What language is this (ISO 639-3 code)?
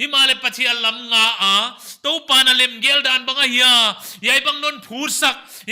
pck